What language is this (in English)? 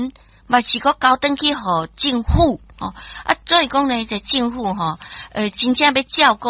Min Nan Chinese